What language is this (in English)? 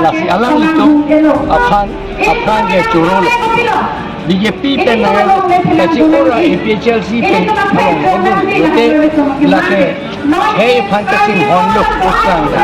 Karbi